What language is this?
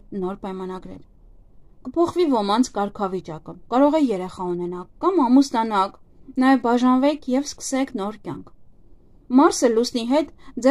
Armenian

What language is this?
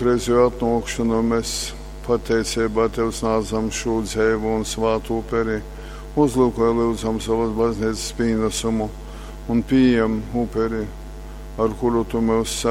Latgalian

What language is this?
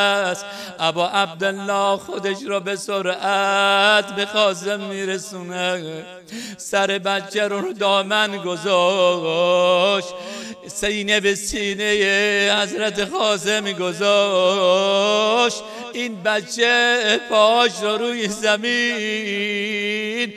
Persian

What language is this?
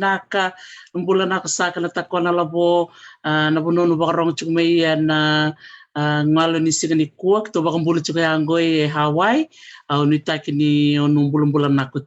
Fijian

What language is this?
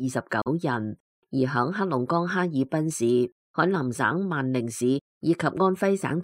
Cantonese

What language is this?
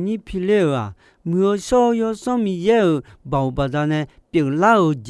Akha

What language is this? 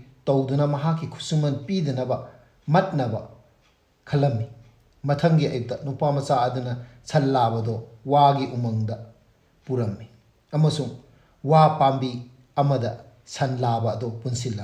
Manipuri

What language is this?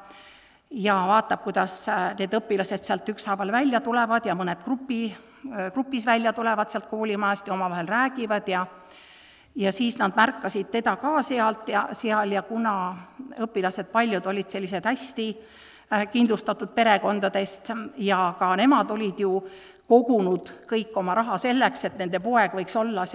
Estonian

